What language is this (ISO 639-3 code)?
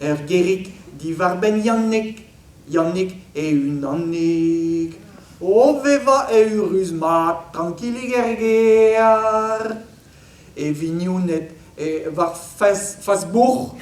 bre